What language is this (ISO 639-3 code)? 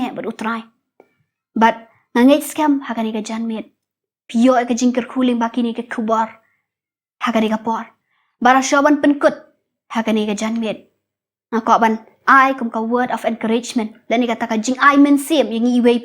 kha